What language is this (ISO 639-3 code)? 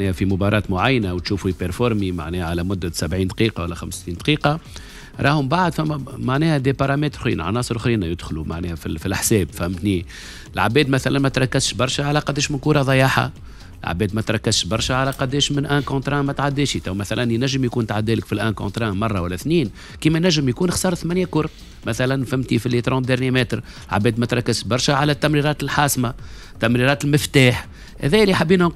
aeb